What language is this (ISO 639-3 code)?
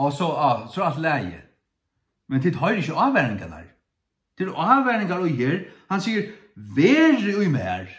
fao